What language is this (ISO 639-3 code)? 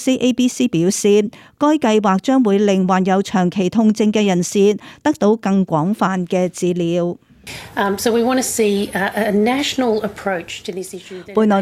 yue